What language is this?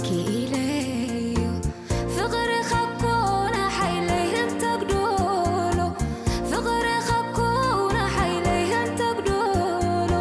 Tigrinya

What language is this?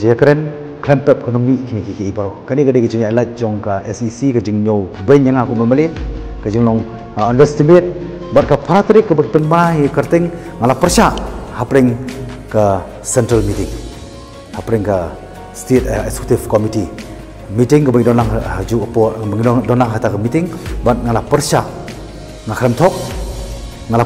Khasi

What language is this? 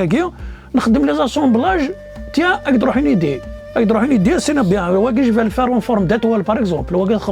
Kabyle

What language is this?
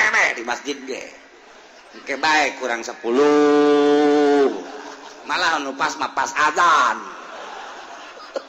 Sundanese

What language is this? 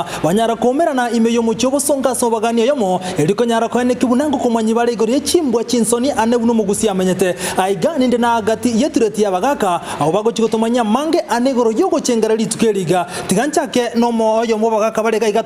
Gusii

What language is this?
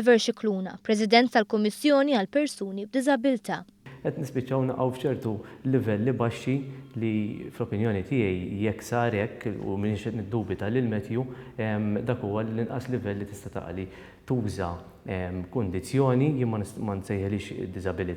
Maltese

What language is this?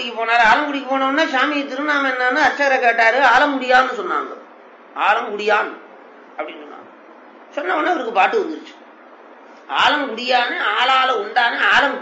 Tamil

